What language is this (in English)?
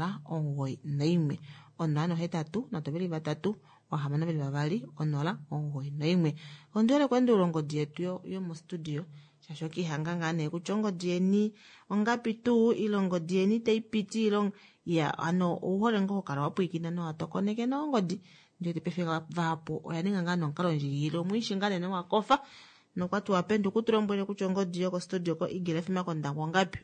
Kuanyama